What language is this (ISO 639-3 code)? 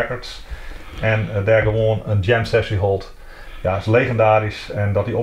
fry